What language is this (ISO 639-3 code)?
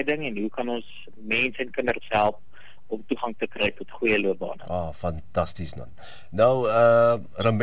afr